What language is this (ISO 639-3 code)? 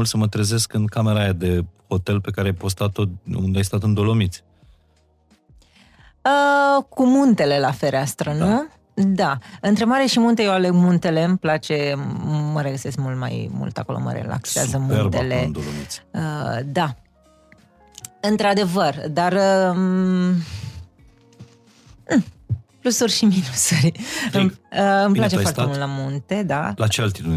ron